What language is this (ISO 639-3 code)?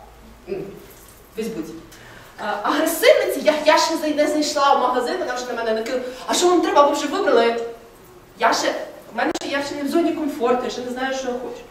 ukr